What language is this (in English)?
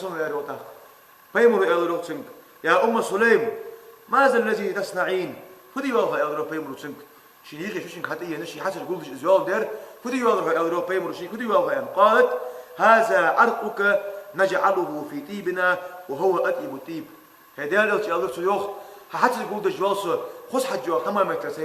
Ingush